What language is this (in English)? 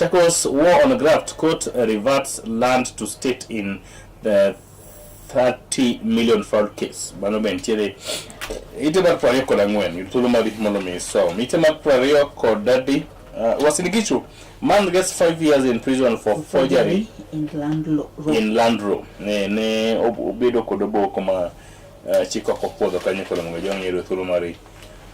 Luo (Kenya and Tanzania)